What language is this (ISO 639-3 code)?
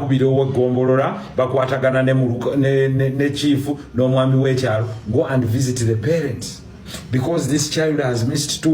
lug